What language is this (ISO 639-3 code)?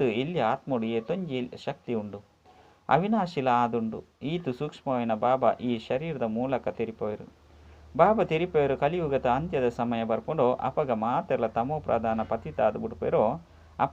tcy